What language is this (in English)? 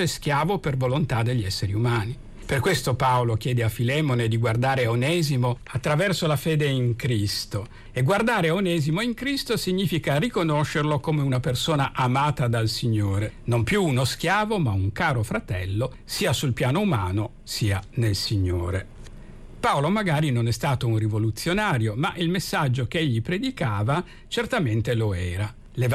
Italian